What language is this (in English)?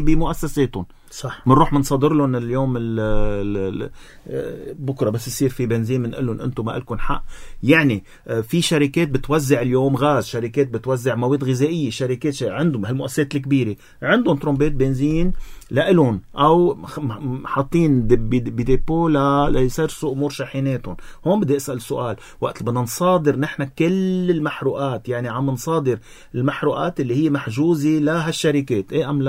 North Levantine Arabic